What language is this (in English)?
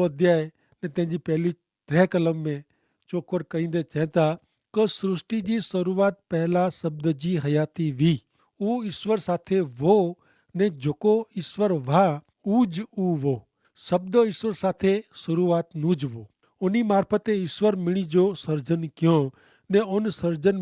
Kachhi